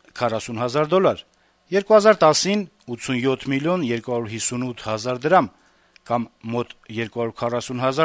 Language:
Armenian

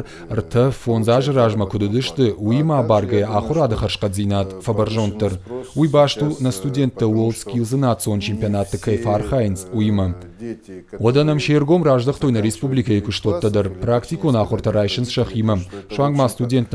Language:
Ossetic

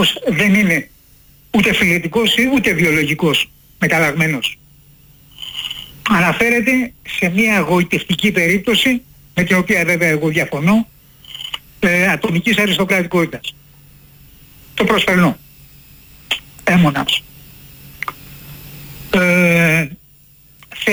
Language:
Greek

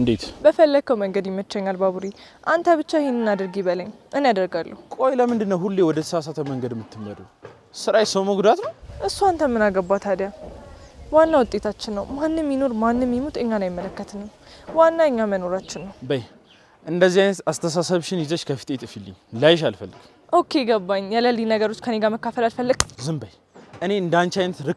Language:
Amharic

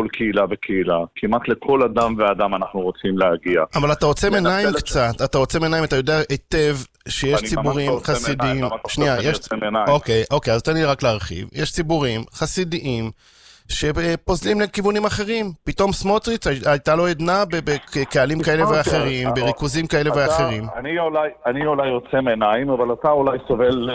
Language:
Hebrew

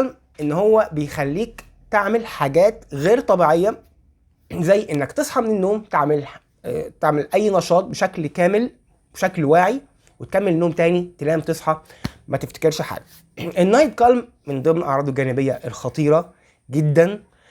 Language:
Egyptian Arabic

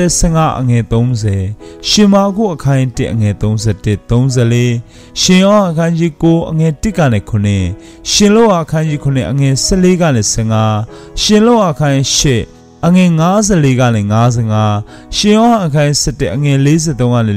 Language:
Burmese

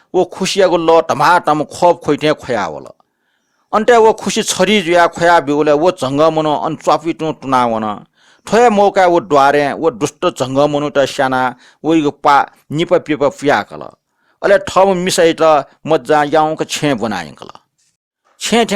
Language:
Newari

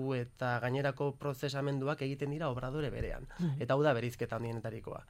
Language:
Basque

